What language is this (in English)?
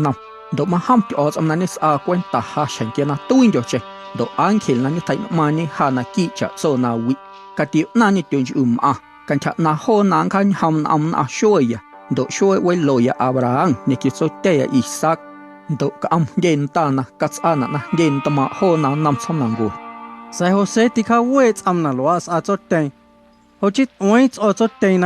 Guerrero Amuzgo